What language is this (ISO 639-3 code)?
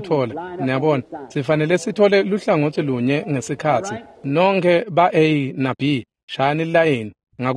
ssw